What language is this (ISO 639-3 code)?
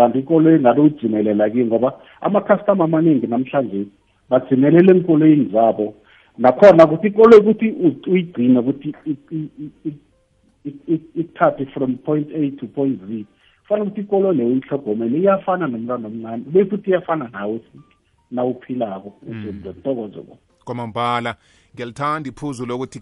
nbl